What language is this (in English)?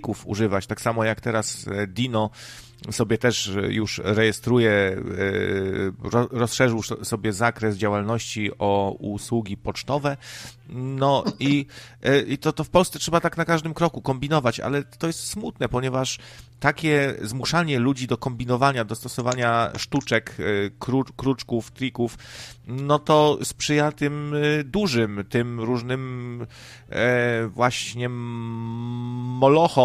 Polish